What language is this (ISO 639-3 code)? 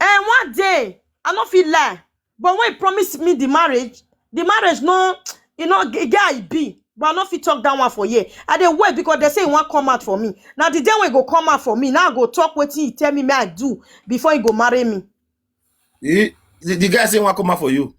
pcm